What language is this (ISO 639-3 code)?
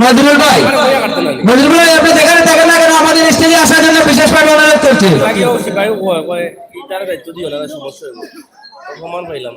syl